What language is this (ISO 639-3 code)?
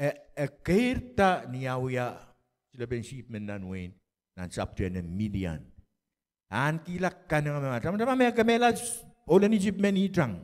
pon